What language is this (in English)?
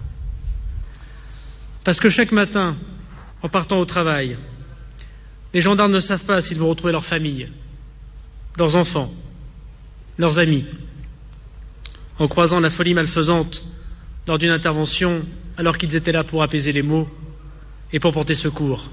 French